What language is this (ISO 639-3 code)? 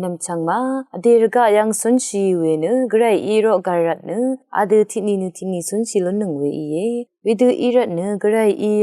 raw